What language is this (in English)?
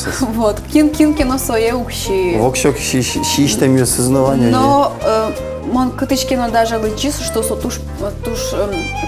Udmurt